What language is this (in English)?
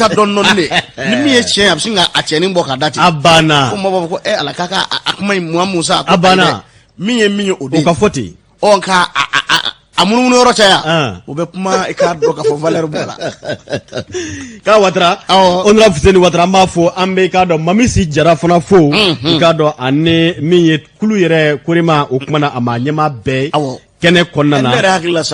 Bambara